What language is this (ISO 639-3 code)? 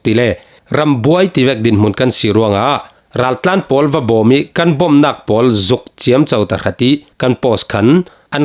cfm